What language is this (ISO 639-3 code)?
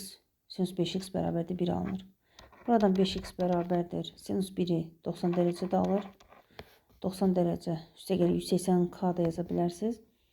aze